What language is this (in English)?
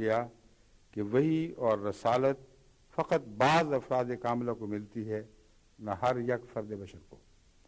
Urdu